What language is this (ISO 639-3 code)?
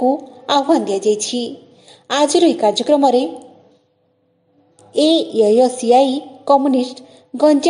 ori